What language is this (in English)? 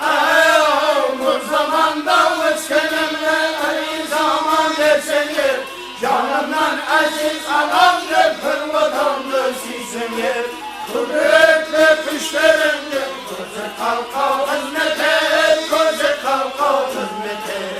Kara-Kalpak